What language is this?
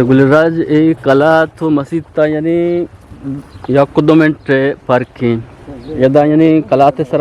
Eastern Balochi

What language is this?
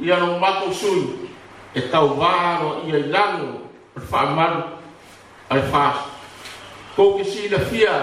Samoan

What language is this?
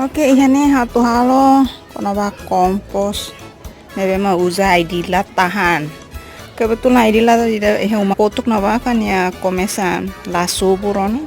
Tetum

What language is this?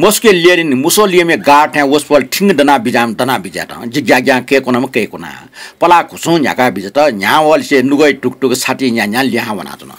Newari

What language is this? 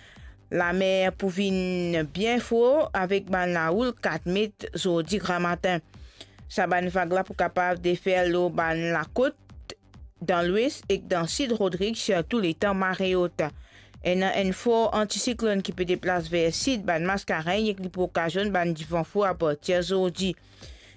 Morisyen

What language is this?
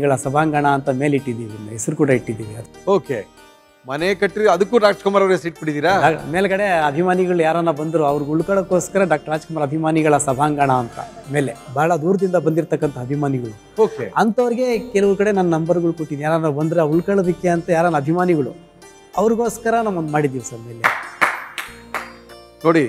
Kannada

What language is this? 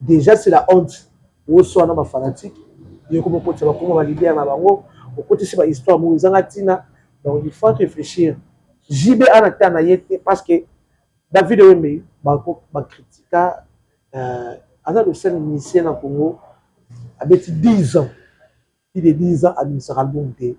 Lingala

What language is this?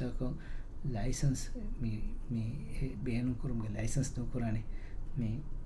Divehi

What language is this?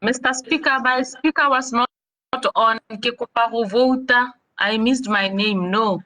Tswana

